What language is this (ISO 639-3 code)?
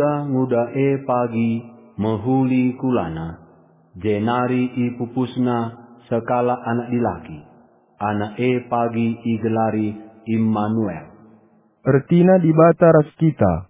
btx